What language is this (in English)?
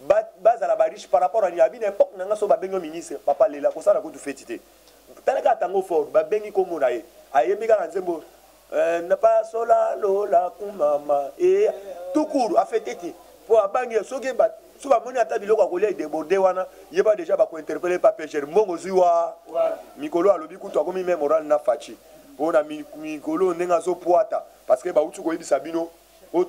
Lingala